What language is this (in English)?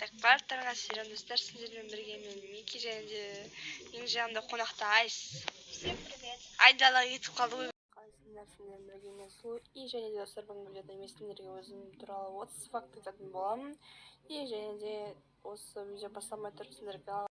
Kazakh